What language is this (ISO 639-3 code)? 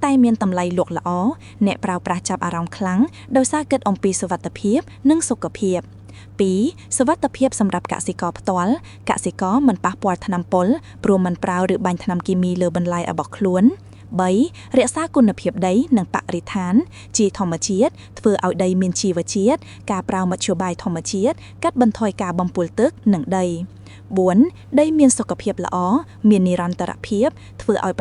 khm